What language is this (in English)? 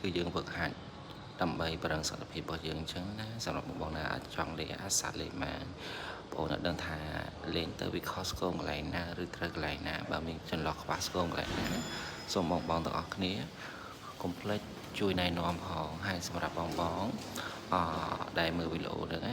Khmer